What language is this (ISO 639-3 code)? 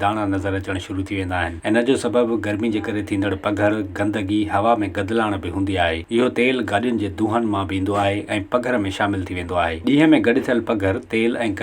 snd